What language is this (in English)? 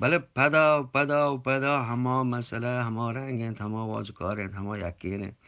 Eastern Balochi